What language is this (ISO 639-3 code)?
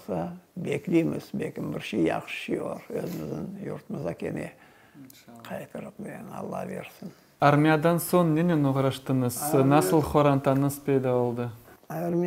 crh